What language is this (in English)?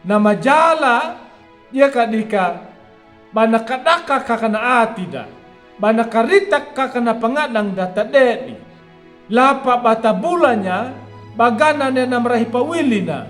Anakalangu